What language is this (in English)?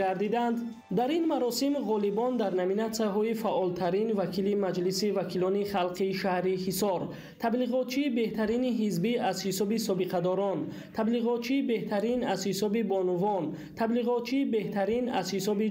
Tajik